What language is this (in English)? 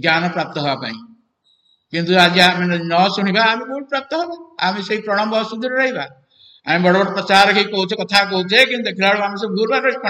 Odia